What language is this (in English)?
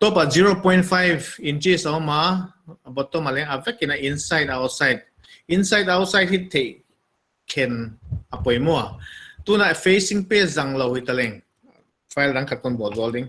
Paite Chin